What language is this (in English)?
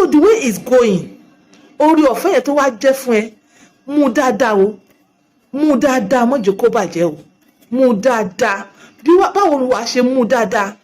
Yoruba